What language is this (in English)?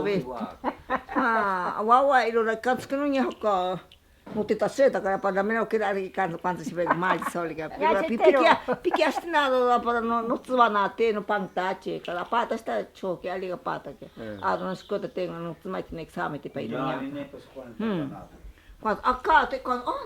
Ashéninka Perené